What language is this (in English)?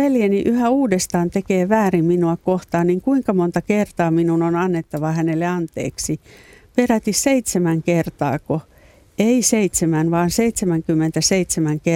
Finnish